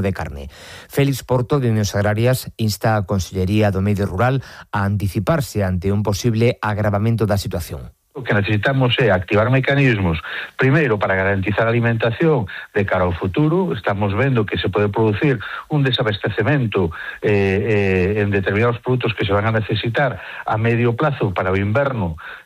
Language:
Galician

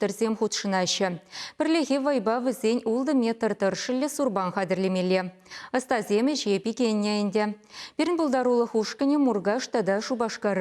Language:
Chuvash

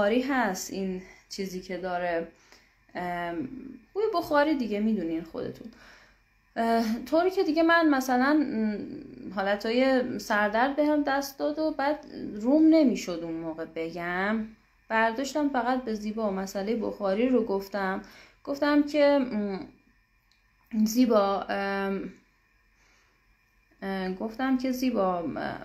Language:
Persian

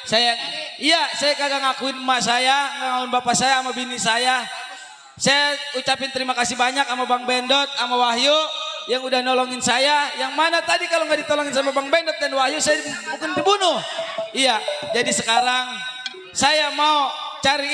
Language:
Betawi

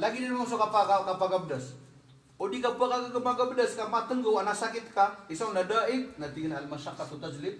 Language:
Maranao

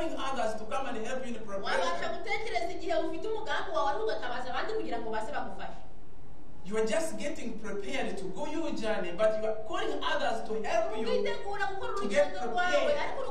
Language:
Kinyarwanda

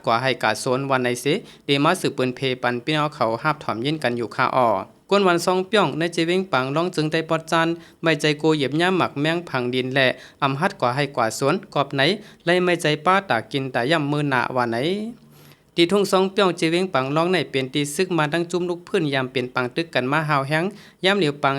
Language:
Shan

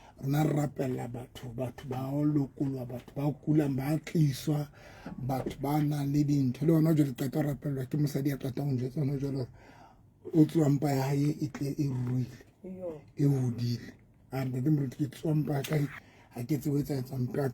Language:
Southern Sotho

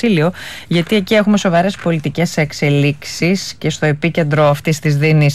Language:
Greek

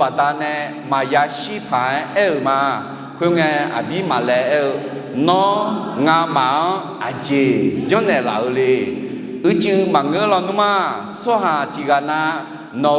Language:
Akha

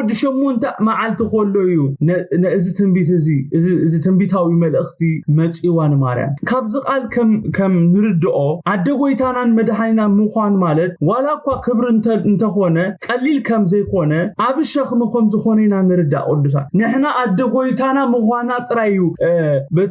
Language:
Tigrinya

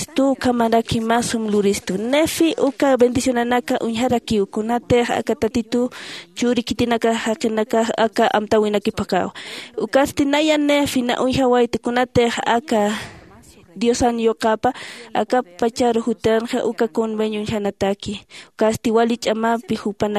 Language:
Aymara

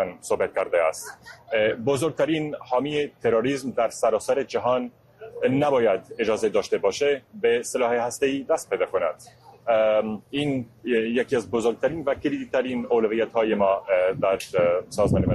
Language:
Persian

